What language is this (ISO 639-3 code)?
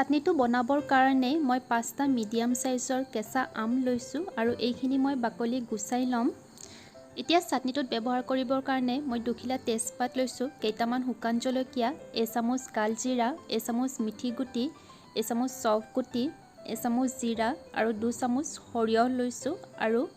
asm